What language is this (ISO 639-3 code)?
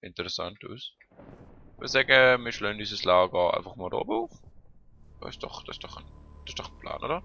gsw